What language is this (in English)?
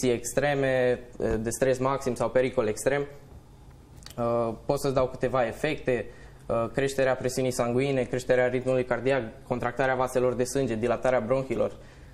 Romanian